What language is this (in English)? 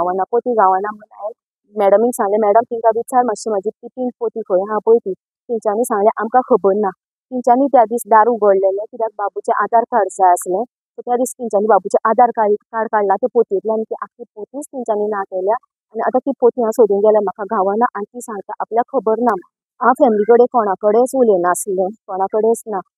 Konkani